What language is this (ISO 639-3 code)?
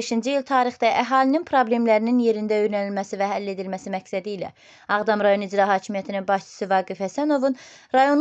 aze